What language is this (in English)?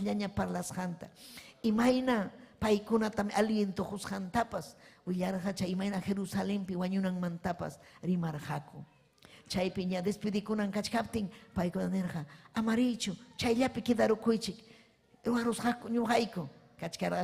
Ayacucho Quechua